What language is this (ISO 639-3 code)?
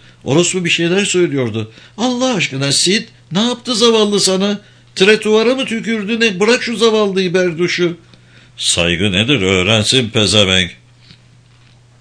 tur